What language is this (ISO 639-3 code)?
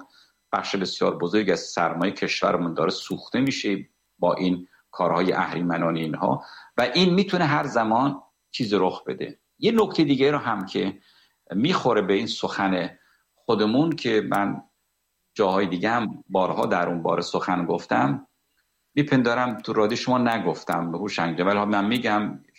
fas